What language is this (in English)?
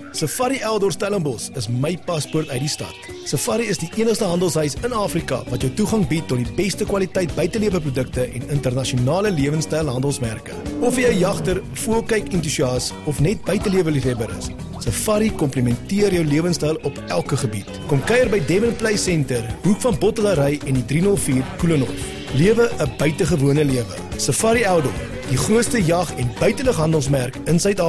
Afrikaans